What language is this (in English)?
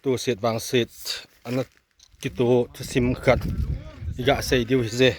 Thado Chin